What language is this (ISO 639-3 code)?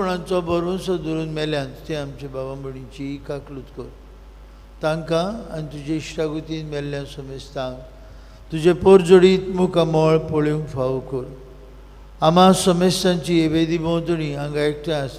kok